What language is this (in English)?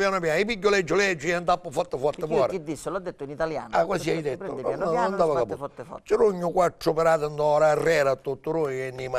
Sicilian